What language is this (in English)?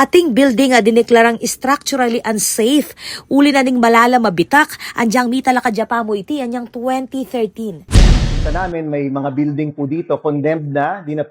Pampanga